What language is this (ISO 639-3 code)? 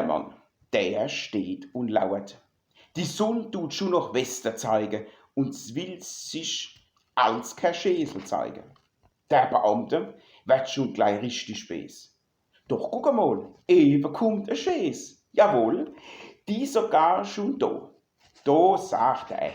pfl